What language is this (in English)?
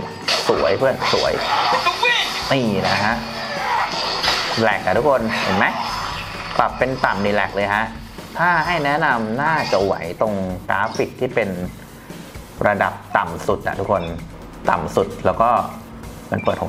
Thai